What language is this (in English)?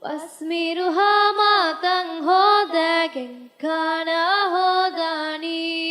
Divehi